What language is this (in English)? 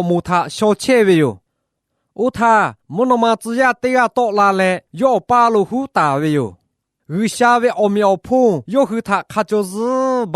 Lahu